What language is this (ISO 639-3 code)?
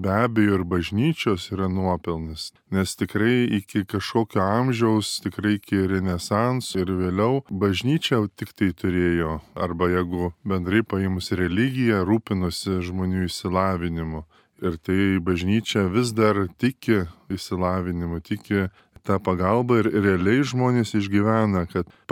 lit